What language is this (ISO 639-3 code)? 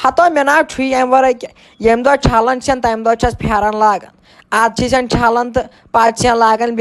kas